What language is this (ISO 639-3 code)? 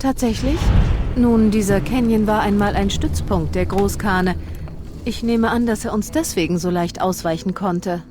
bar